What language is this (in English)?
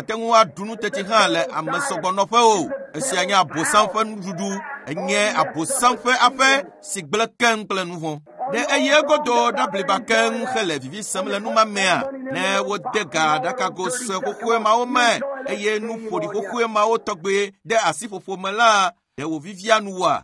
Ewe